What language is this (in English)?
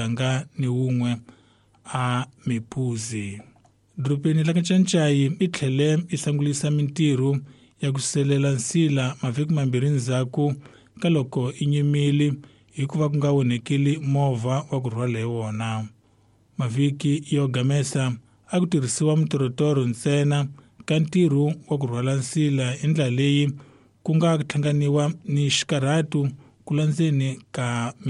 Tsonga